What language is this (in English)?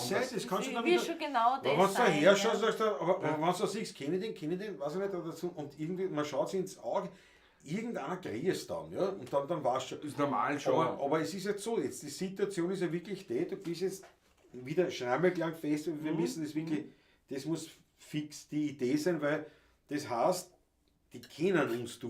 Bavarian